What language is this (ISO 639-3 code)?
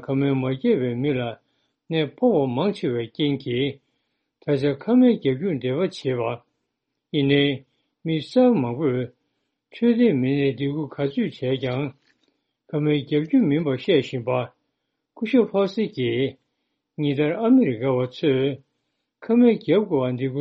bod